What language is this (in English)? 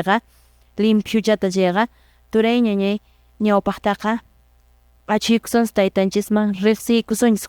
Quechua